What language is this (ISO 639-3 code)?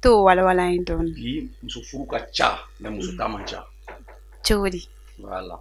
bam